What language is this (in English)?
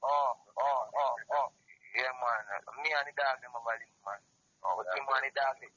Jamaican Creole English